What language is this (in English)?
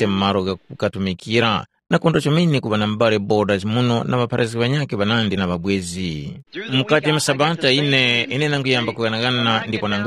Tumbuka